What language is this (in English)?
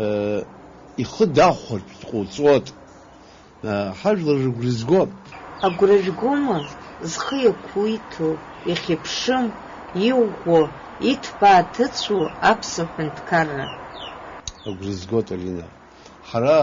Abkhazian